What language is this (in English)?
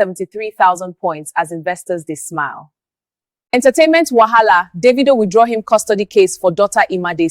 Nigerian Pidgin